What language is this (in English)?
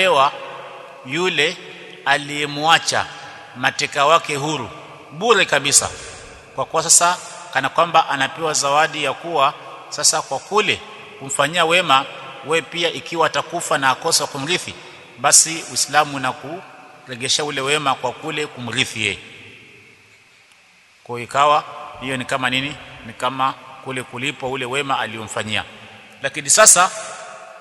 Swahili